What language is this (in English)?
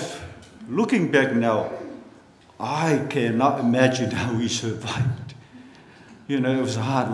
Samoan